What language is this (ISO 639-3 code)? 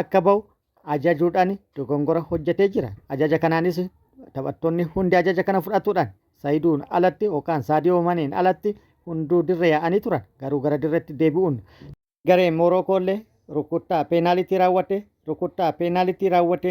orm